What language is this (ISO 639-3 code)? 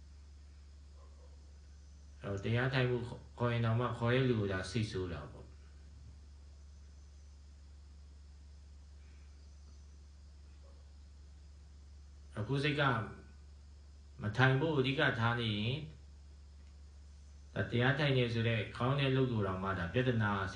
mya